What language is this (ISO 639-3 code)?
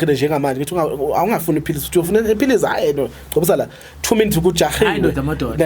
zul